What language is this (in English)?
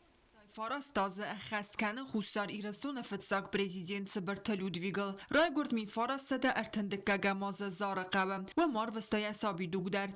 Ossetic